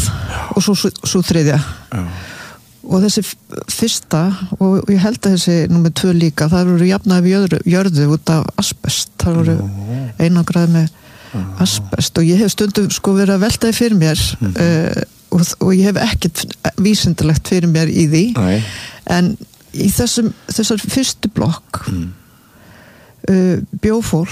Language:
Icelandic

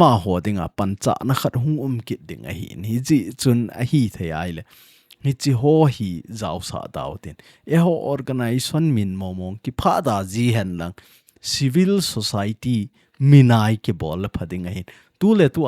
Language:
Thado Chin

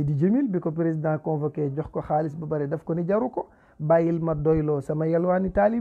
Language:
Wolof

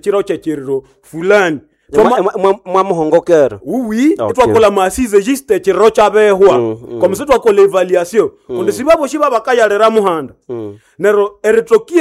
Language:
Nande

